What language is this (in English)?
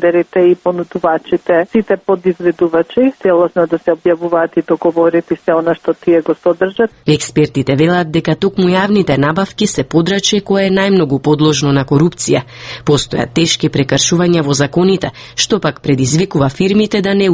Macedonian